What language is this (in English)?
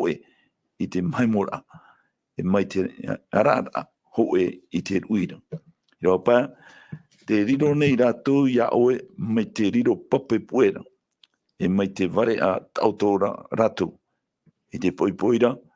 Tahitian